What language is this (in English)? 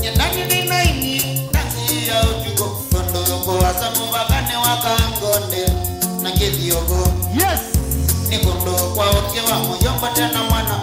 Kamba